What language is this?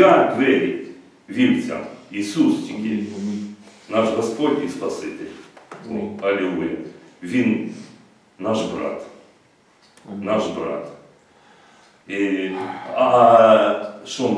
Ukrainian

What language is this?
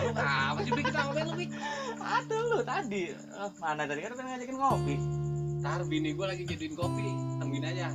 Betawi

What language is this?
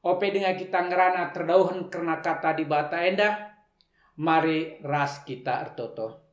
Batak Karo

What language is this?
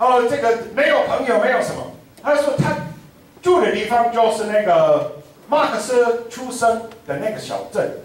Chinese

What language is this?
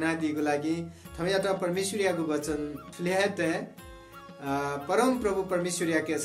Newari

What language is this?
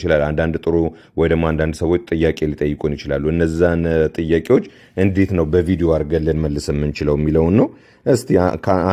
Amharic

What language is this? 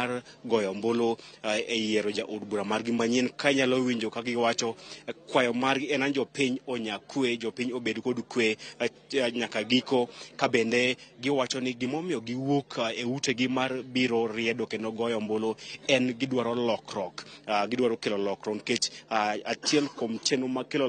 Luo (Kenya and Tanzania)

